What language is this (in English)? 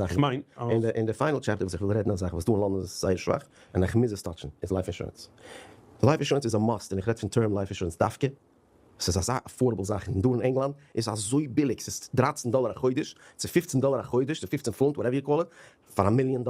Yiddish